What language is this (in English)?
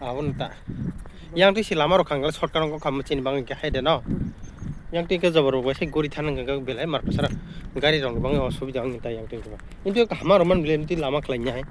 Kok Borok